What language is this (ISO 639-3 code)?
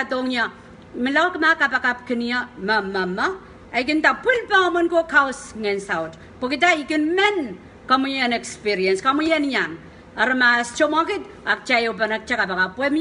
pon